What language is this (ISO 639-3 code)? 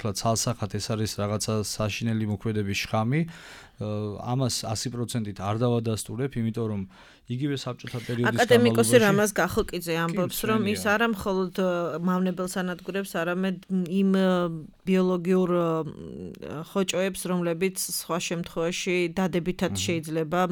kat